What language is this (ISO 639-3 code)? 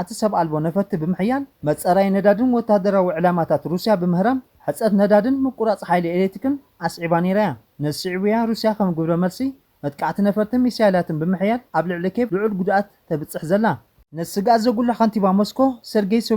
tir